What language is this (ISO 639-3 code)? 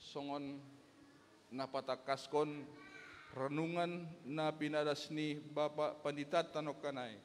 bts